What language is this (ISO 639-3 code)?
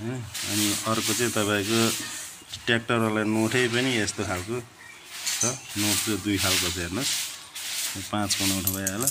nep